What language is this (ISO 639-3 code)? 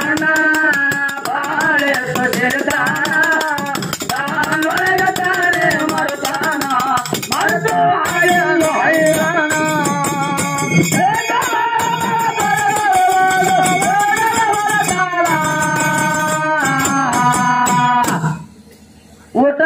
kan